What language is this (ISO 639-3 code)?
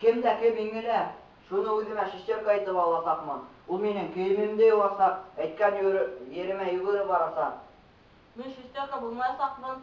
bak